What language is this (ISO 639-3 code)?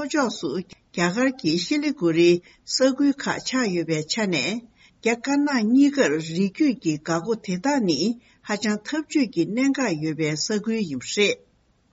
bod